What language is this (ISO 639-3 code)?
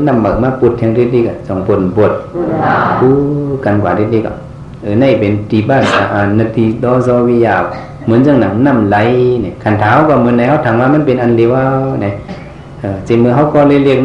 shn